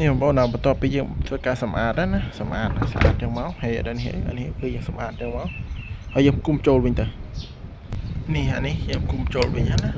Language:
Khmer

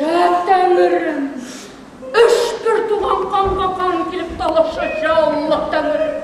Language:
Bashkir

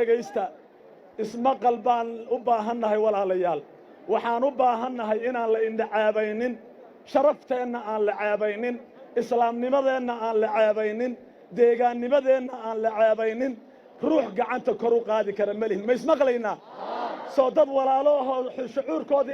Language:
Somali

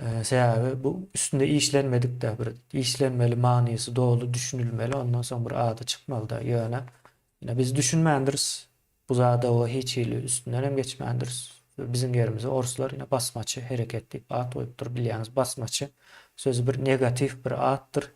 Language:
Turkmen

